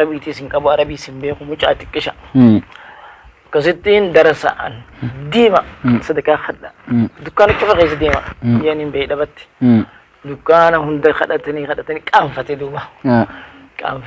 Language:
Oromo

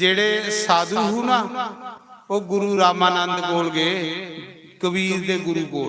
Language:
Dogri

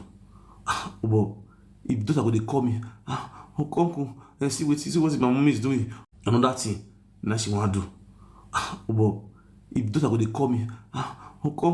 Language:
Nigerian Pidgin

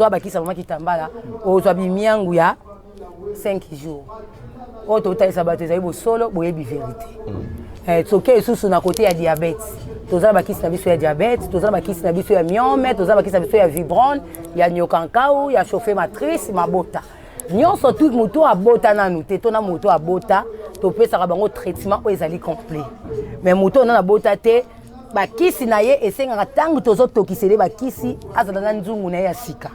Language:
Lingala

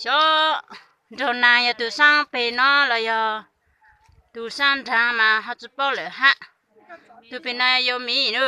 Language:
Hmong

